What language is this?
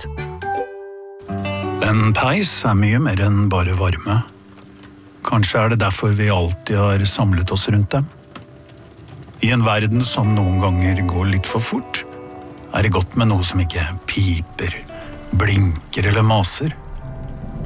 Norwegian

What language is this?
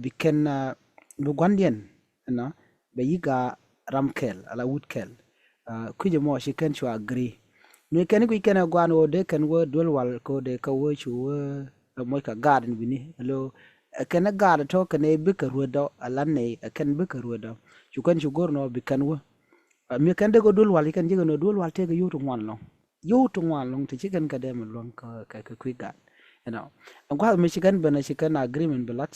Nuer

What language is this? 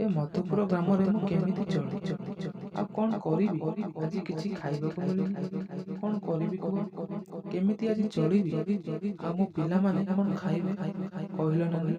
Odia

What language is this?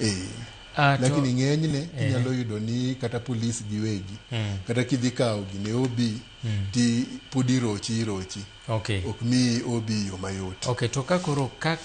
Luo (Kenya and Tanzania)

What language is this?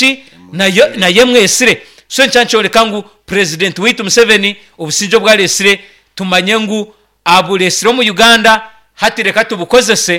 Nyankole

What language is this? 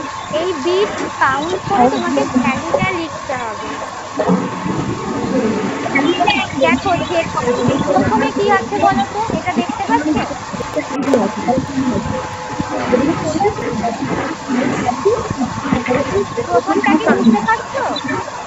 Bangla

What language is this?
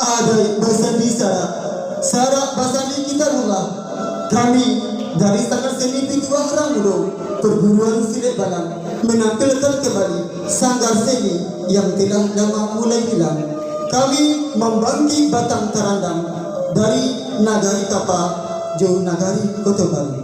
Minangkabau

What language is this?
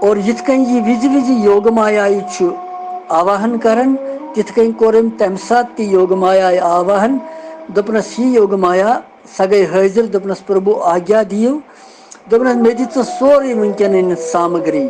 Kashmiri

